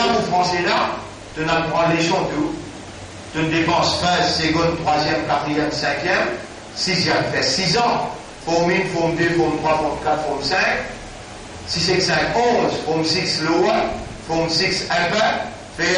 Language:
Morisyen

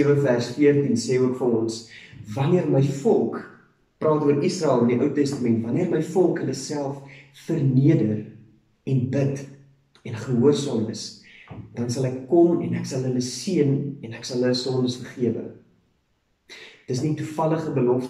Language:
Afrikaans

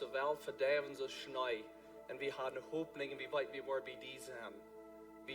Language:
Plautdietsch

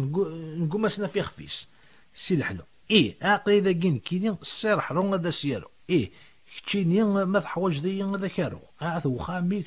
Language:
Kabyle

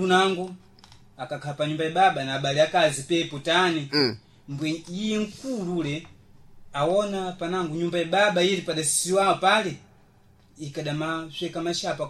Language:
Sena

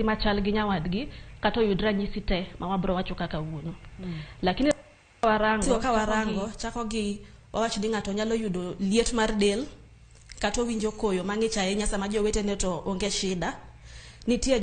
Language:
Luo (Kenya and Tanzania)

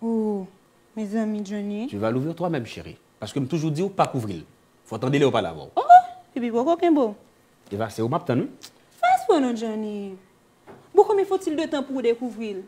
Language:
Haitian Creole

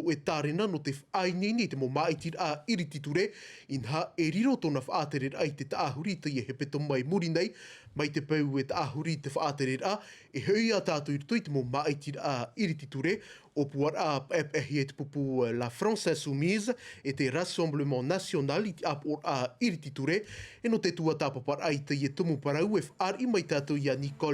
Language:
Tahitian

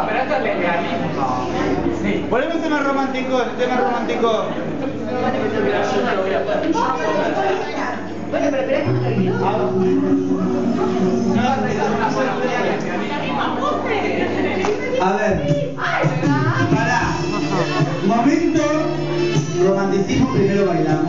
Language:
Spanish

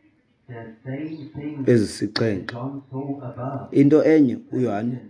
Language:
Xhosa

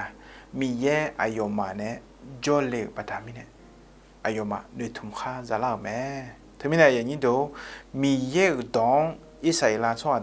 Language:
Akha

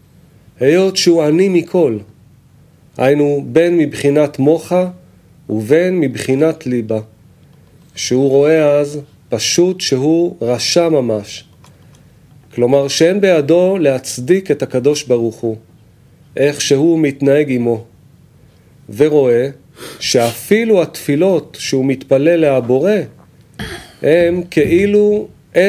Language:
Hebrew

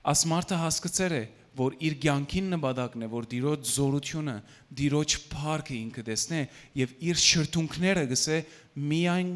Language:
Western Armenian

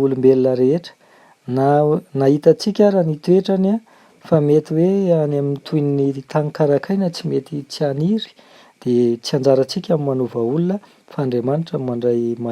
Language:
Malagasy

